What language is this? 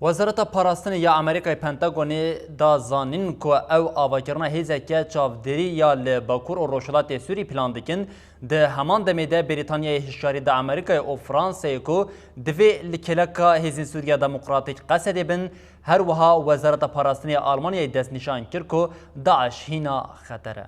Kurdish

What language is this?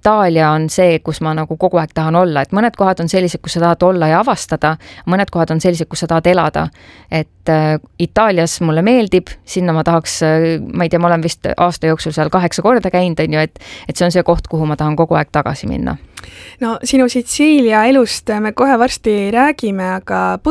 Estonian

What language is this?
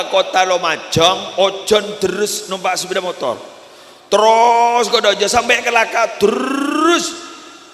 Madurese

